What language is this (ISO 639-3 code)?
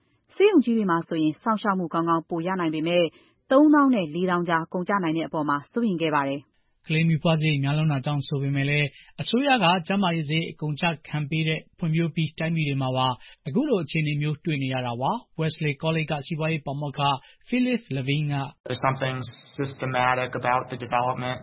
mya